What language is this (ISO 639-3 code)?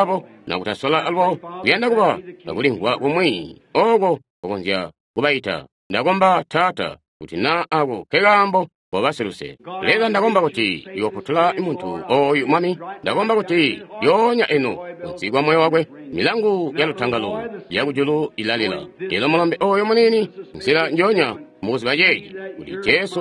toi